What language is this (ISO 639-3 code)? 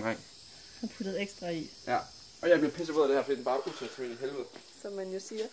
dan